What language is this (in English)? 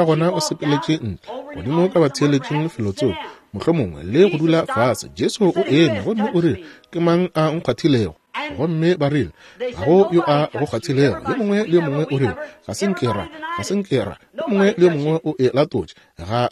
Northern Sotho